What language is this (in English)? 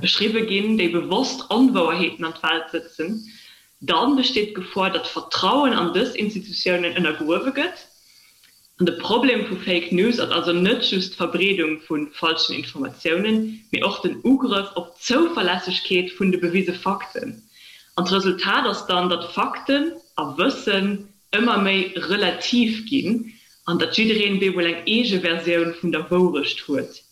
Luxembourgish